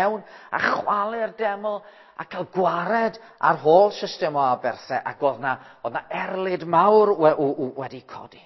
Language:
Welsh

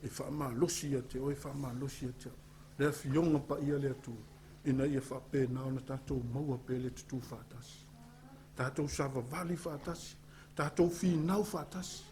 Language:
Samoan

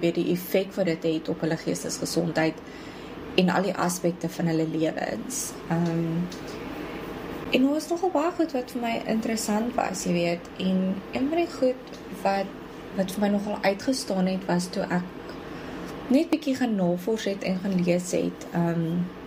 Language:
Afrikaans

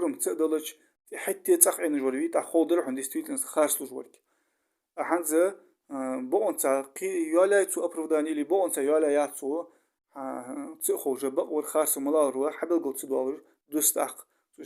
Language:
Ingush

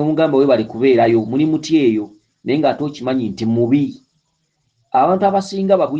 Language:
Ganda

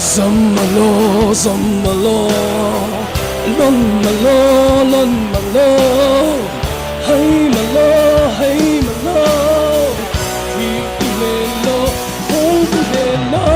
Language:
Falam Chin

